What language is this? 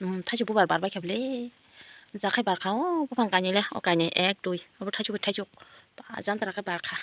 Kok Borok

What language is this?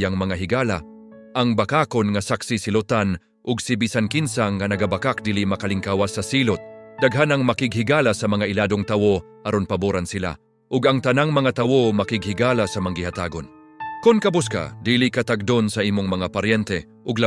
Cebuano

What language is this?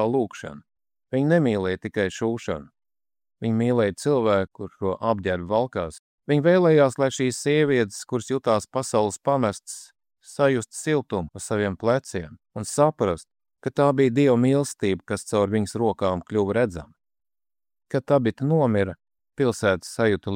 Latvian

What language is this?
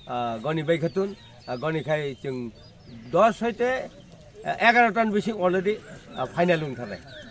Kok Borok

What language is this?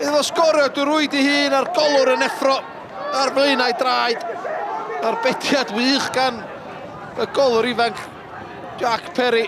Welsh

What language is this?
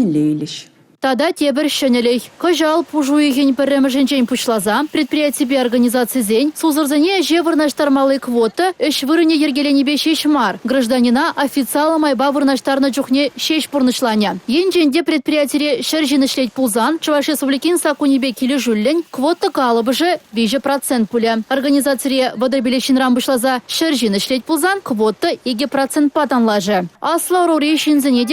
Chuvash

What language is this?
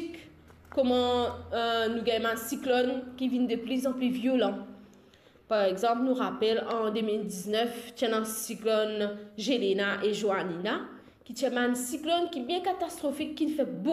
Morisyen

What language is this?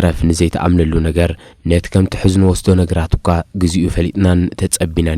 Tigrinya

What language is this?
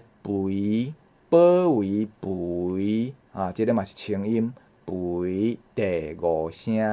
Min Nan Chinese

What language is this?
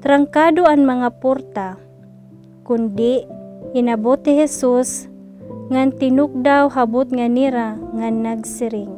Waray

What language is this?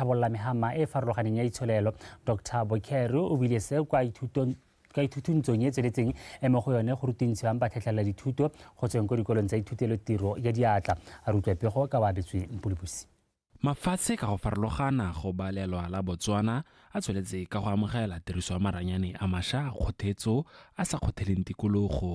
Tswana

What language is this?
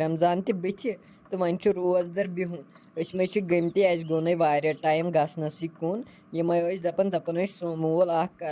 Kashmiri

